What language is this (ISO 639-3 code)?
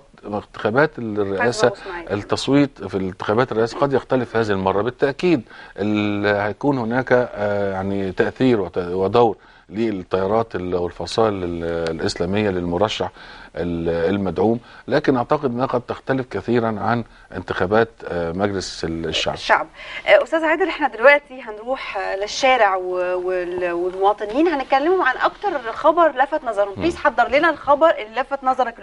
arz